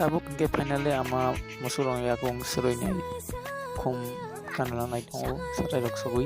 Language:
Kok Borok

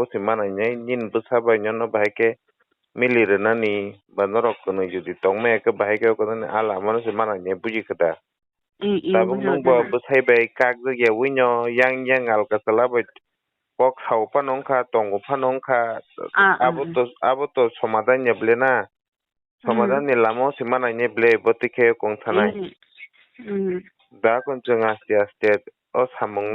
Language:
Kok Borok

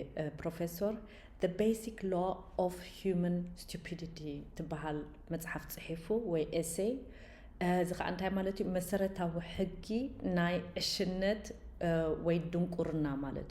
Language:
Tigrinya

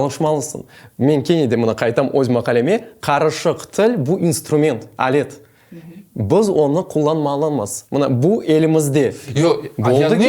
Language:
Crimean Tatar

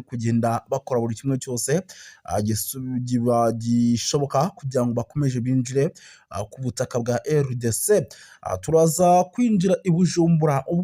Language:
Rundi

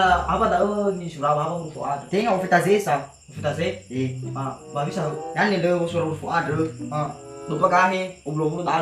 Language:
Nias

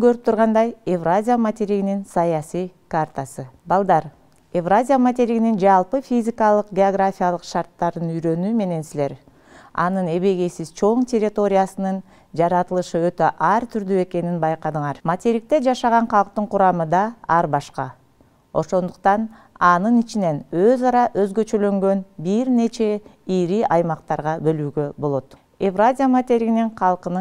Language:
Kyrgyz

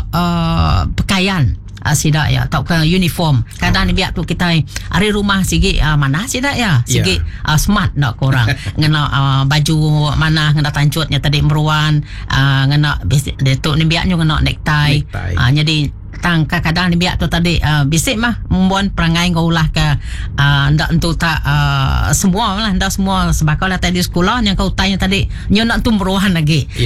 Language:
Iban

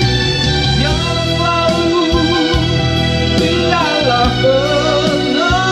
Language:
Indonesian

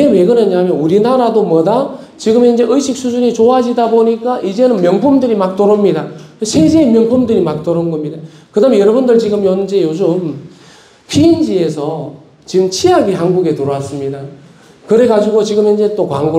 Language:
Korean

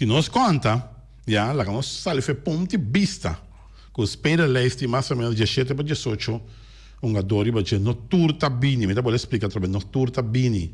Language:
Papiamento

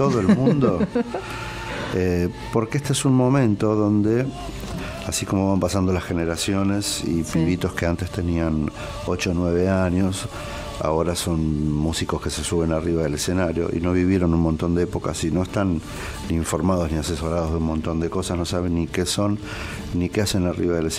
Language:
Spanish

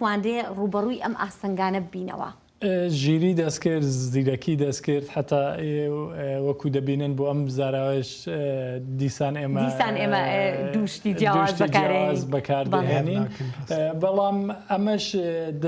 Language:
Kurdish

